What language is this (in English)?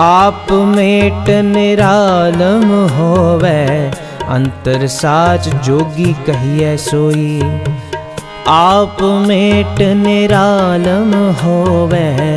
Punjabi